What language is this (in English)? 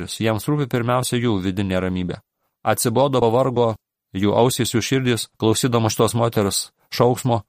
Lithuanian